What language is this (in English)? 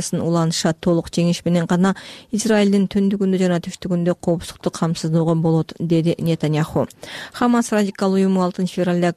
Kyrgyz